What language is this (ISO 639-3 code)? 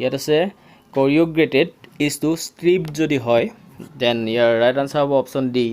asm